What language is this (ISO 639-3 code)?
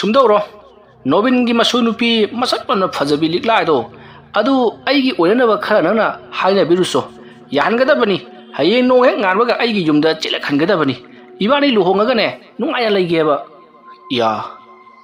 mni